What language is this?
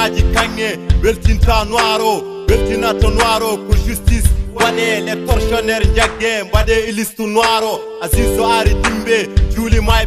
Fula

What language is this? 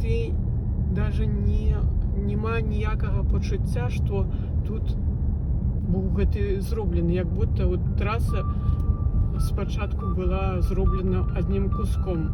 Belarusian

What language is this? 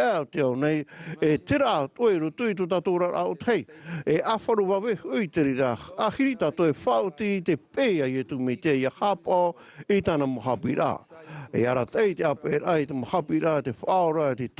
Tahitian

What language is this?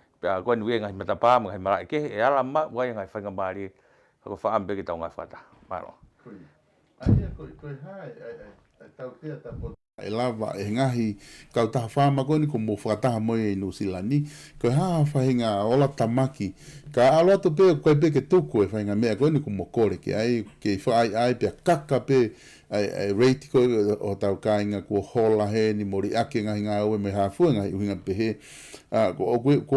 Tongan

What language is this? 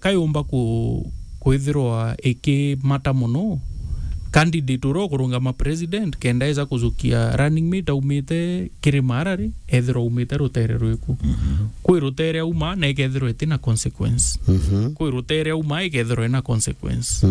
Meru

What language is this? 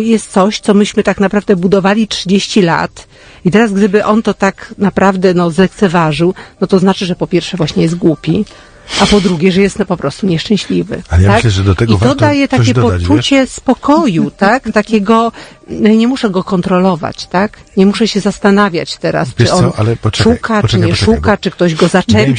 Polish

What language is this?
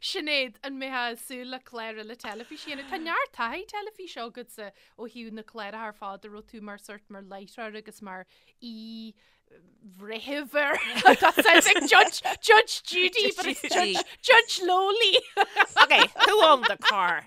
Irish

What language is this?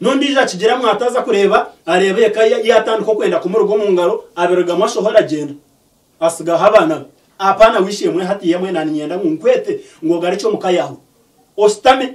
Nyankole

